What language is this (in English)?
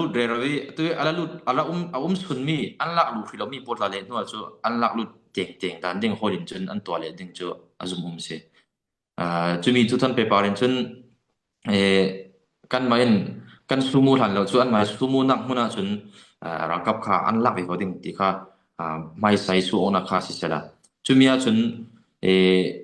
Falam Chin